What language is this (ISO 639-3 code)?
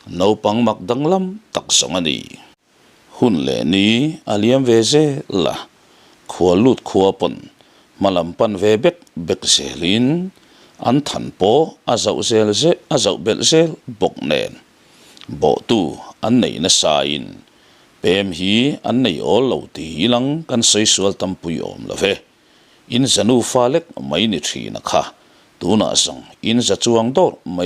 lus